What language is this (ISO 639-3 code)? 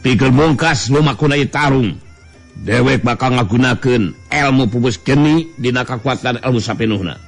sun